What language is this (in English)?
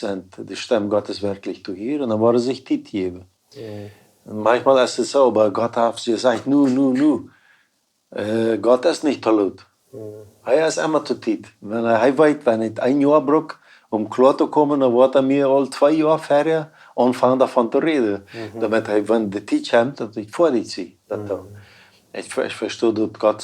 Plautdietsch